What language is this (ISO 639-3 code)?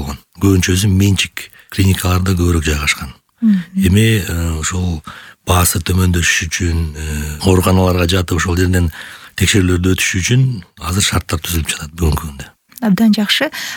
kir